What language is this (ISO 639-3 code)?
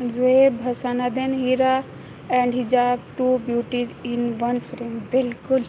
skr